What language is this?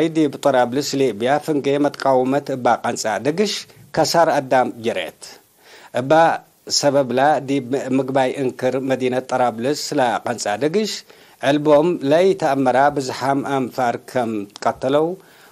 Tigre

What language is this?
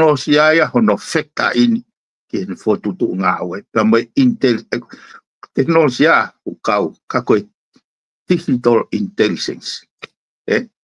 Tongan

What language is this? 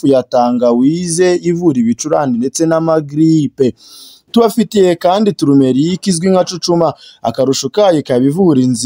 Kinyarwanda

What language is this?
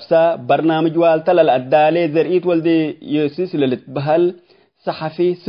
Tigre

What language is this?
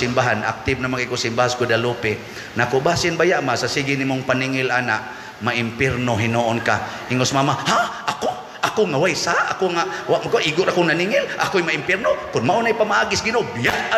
Cebuano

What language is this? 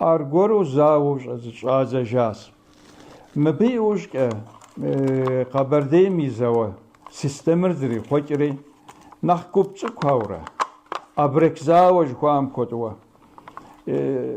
Kabardian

